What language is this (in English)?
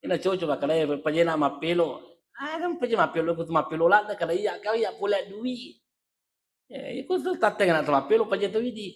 Buginese